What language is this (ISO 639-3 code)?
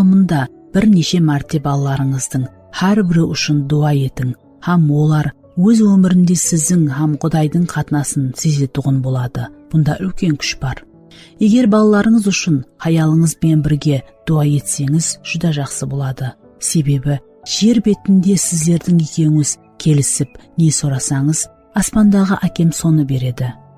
kaa